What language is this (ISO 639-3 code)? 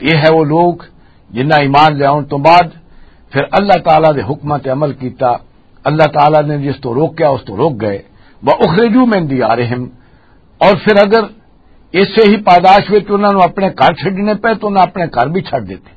lah